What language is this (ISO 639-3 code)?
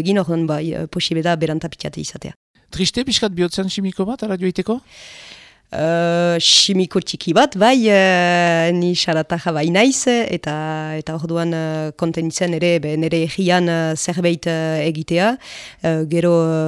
eus